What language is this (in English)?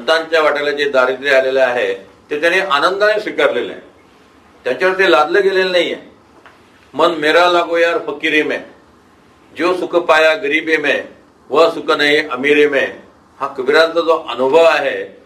Marathi